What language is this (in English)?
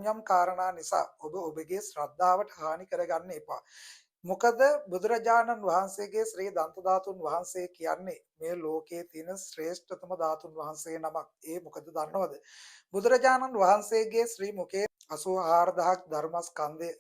Sinhala